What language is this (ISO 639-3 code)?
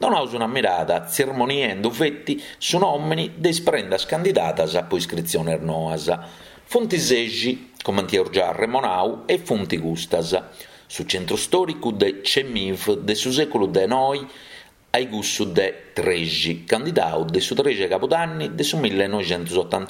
srd